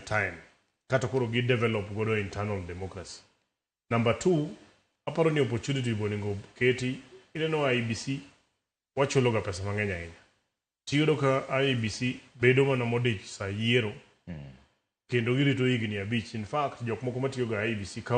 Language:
Luo (Kenya and Tanzania)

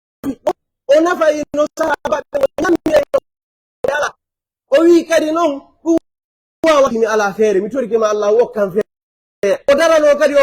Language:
Pular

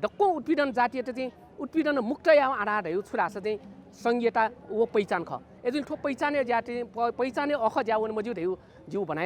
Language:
Newari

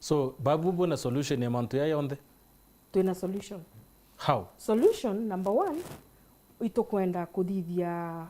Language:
Meru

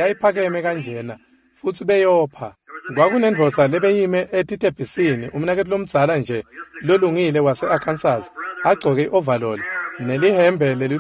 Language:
Swati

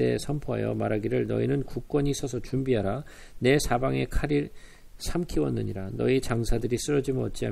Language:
Korean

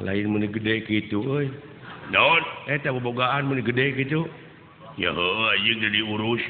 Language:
Sundanese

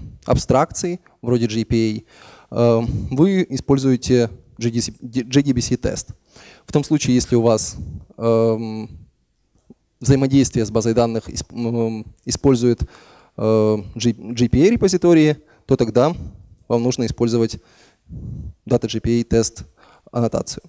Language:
Russian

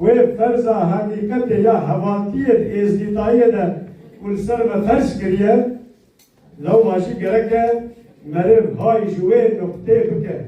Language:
Kurdish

